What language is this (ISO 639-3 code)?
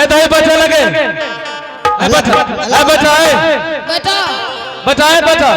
anp